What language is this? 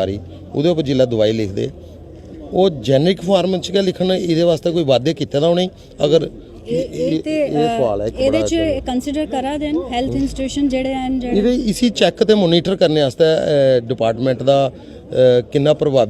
Dogri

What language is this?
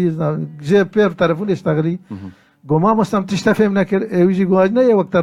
Kurdish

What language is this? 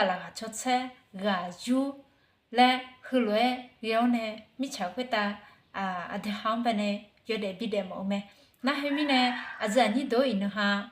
Akha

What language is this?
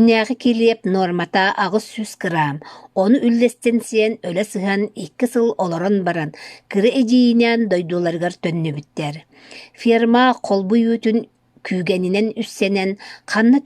Yakut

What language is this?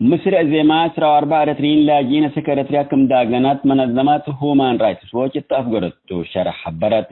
Tigre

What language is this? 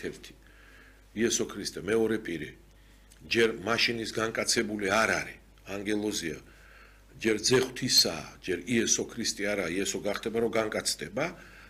Georgian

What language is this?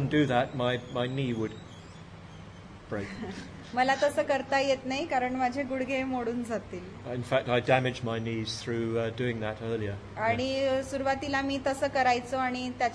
Marathi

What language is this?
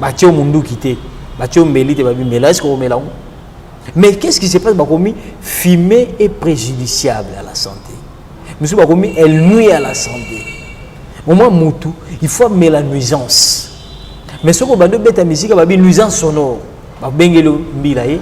Lingala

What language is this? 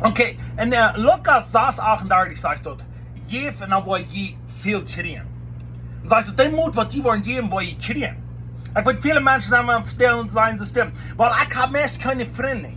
Plautdietsch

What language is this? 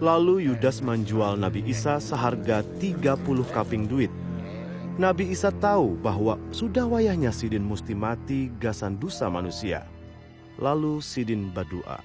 Banjar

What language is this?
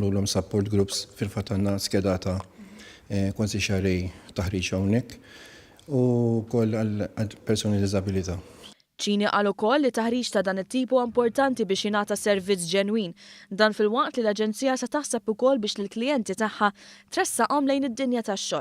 Maltese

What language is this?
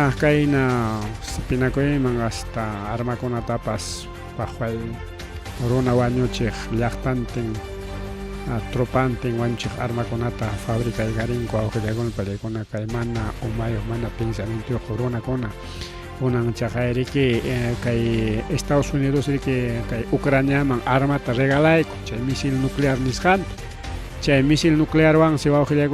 Ayacucho Quechua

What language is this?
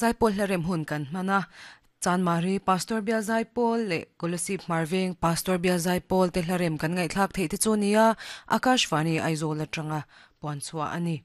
Mizo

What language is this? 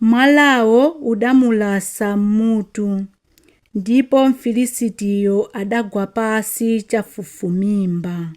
Nyanja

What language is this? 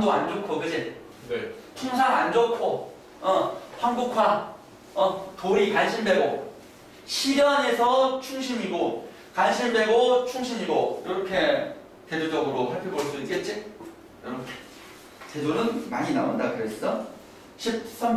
Korean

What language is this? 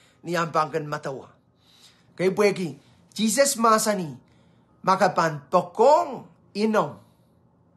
Pohnpeian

